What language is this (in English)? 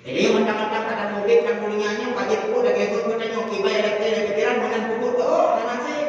Achinese